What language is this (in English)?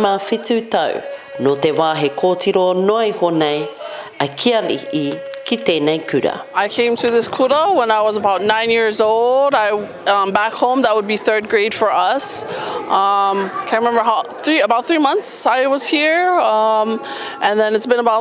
Māori